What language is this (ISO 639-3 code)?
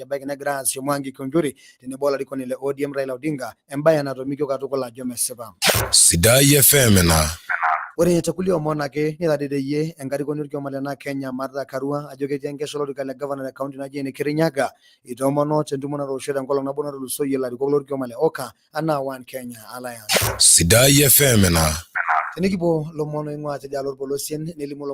mas